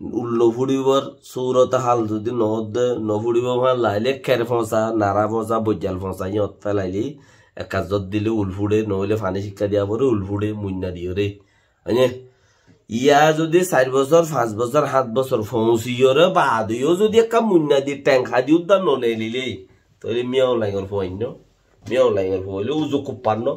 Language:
Rohingya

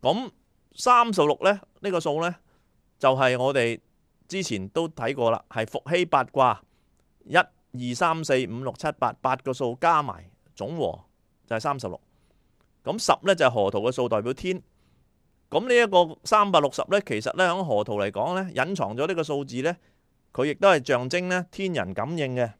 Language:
Cantonese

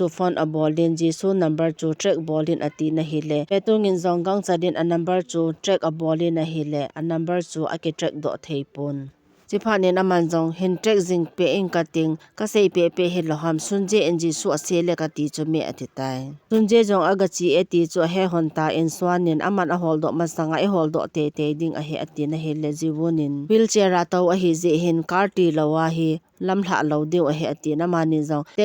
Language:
Thado Chin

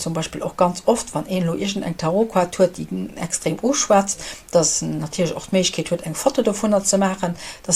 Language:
Luxembourgish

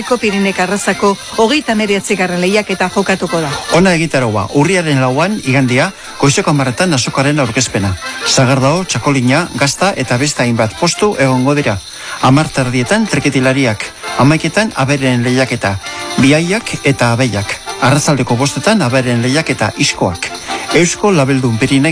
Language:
Basque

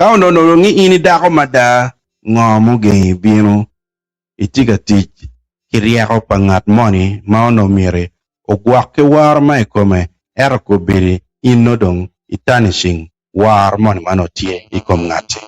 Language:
Acoli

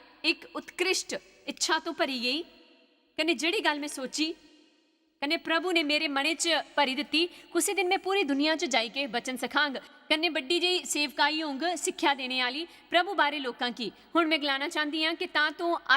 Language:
Dogri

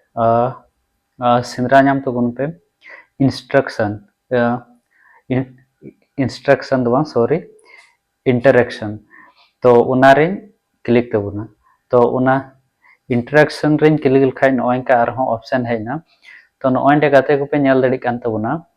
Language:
Santali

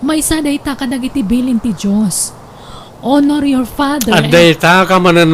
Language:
Iloko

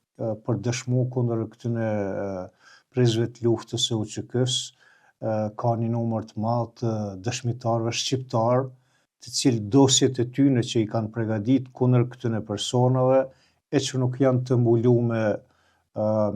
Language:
Albanian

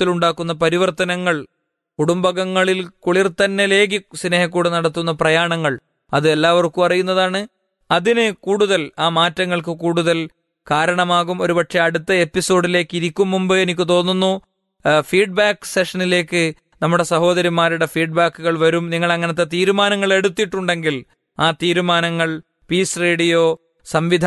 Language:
Malayalam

